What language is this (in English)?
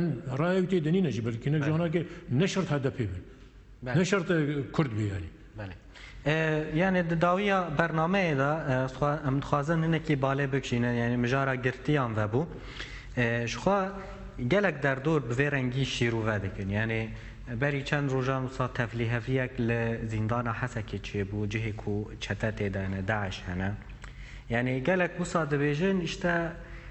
Kurdish